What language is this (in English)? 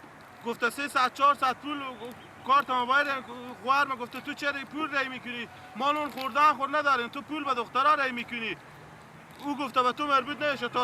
Persian